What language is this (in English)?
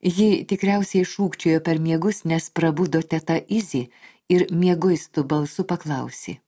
Lithuanian